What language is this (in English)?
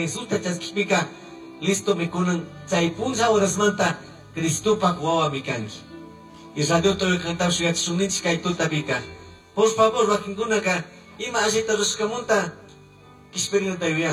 Chimborazo Highland Quichua